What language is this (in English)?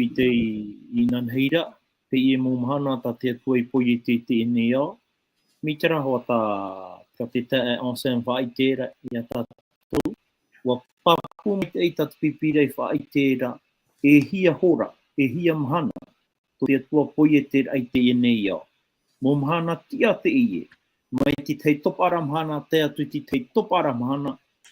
Tahitian